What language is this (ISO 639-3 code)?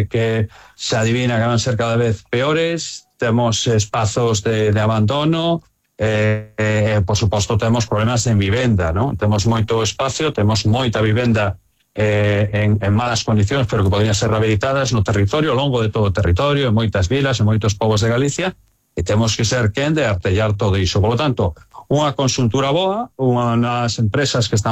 glg